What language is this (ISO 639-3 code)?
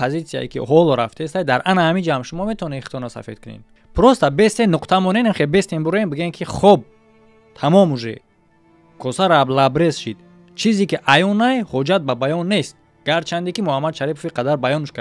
tgk